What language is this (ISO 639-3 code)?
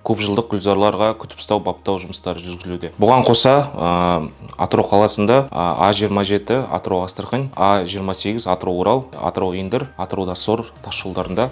kaz